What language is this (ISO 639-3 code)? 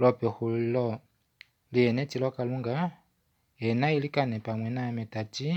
kua